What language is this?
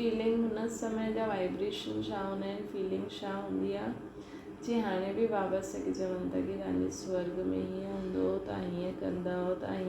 Sindhi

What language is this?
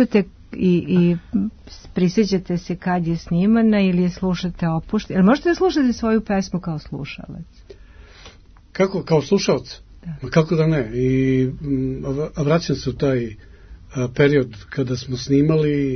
Serbian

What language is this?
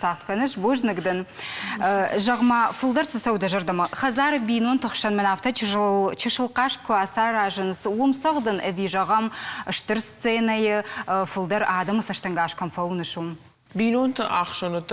Ossetic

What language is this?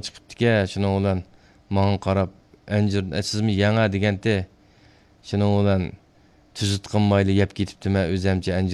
Uyghur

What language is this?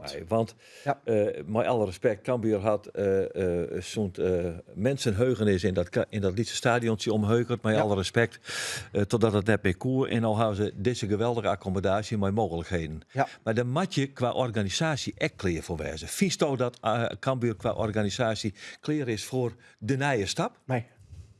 Western Frisian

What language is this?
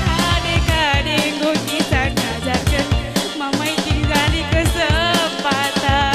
Batak Karo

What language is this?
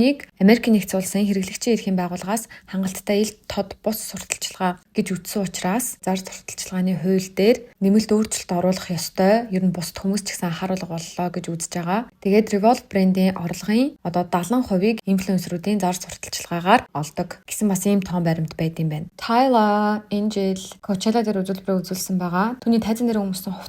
Mongolian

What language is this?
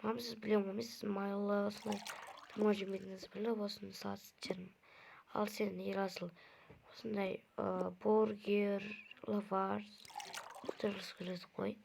Kazakh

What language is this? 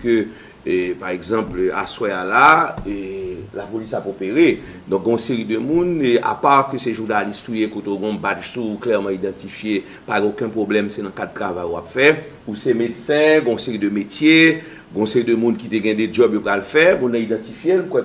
Haitian Creole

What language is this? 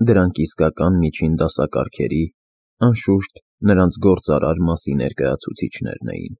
Armenian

